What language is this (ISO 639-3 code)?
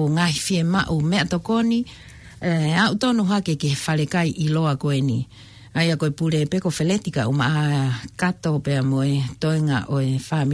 ton